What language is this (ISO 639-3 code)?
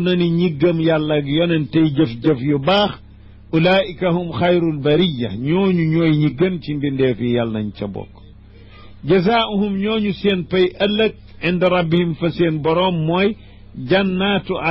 wol